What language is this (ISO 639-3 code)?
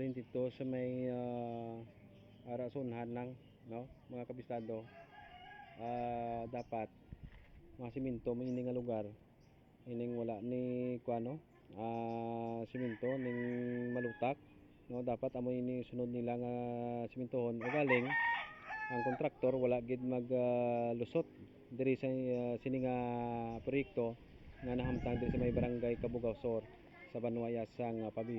hil